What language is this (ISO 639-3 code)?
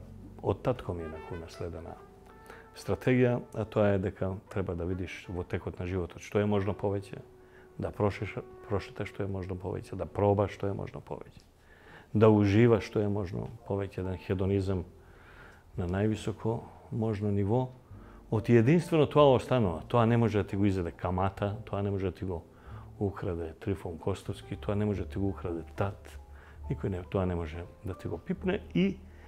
mkd